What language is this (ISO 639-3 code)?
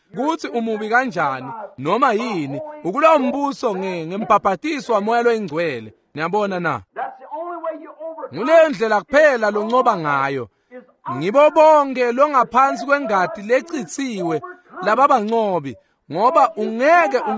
ssw